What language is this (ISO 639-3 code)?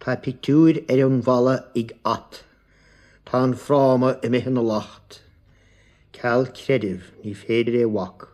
gle